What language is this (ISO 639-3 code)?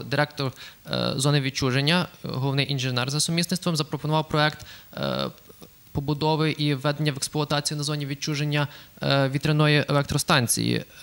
ukr